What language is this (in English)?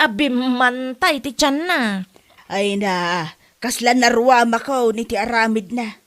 Iloko